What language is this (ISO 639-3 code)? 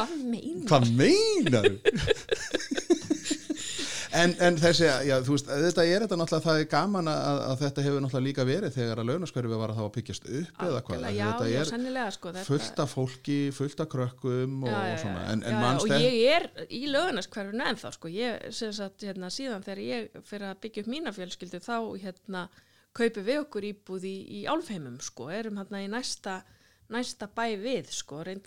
isl